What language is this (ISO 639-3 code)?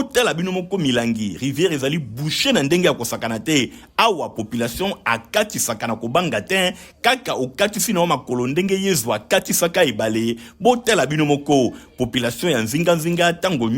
lin